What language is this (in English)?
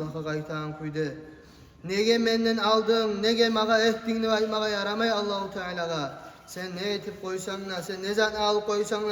Kumyk